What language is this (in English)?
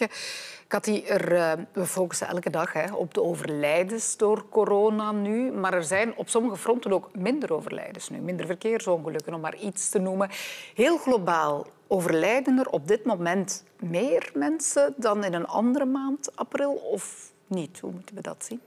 Dutch